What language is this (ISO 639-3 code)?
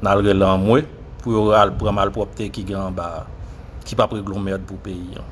hat